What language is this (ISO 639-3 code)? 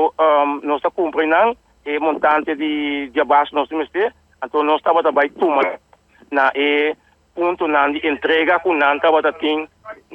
pap